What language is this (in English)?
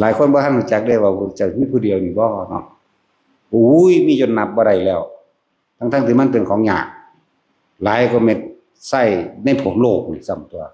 Northeastern Thai